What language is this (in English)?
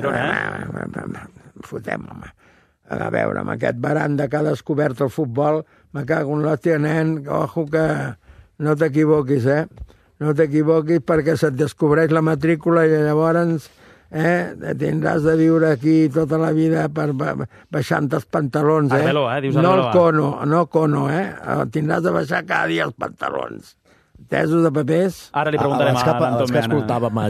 Catalan